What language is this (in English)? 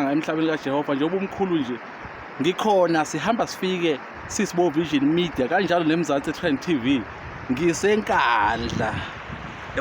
Zulu